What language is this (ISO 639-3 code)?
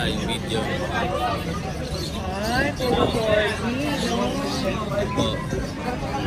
fil